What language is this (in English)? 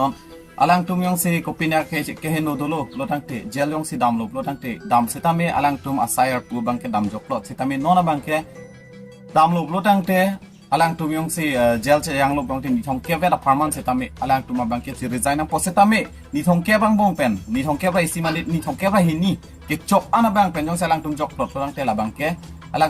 Karbi